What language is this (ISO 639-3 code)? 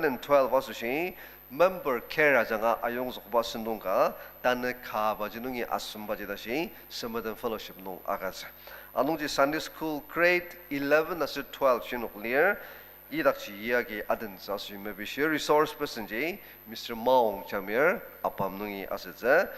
njo